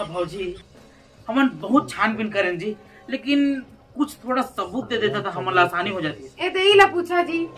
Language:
Chhattisgarhi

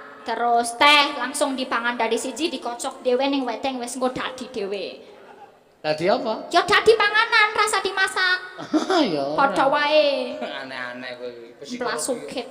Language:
Javanese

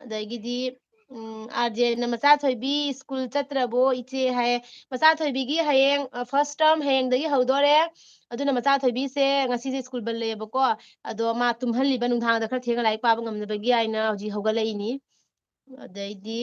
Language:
Manipuri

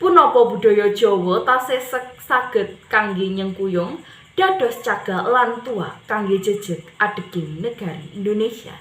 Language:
Javanese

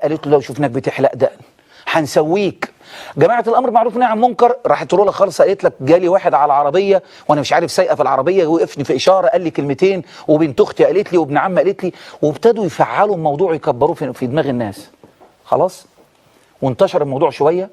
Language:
Egyptian Arabic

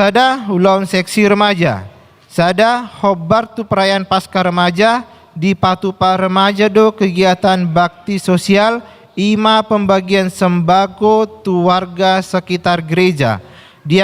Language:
Batak Toba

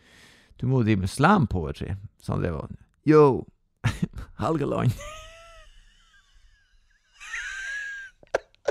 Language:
Norwegian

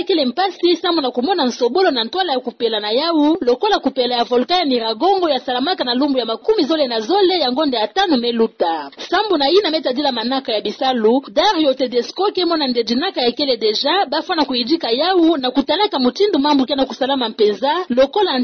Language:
Kituba (Democratic Republic of Congo)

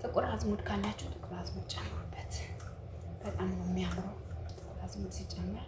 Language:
Amharic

